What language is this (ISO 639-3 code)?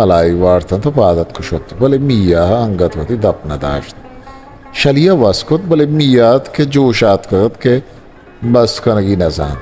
bgp